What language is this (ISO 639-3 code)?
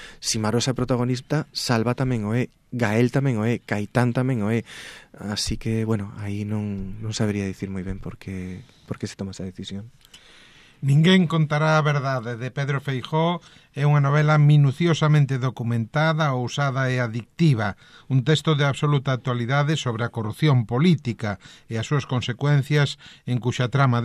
glg